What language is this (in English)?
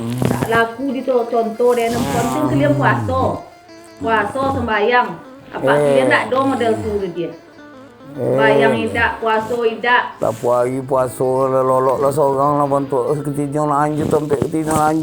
Minangkabau